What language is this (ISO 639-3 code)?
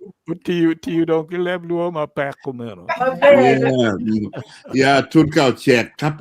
ach